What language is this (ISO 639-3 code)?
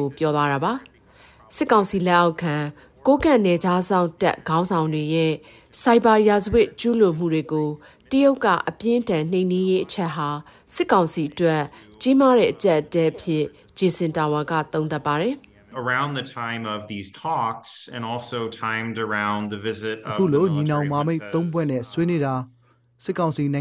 mya